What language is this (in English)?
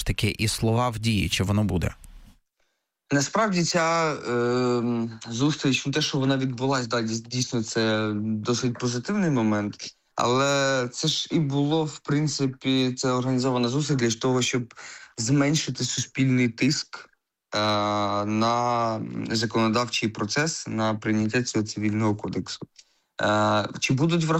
Ukrainian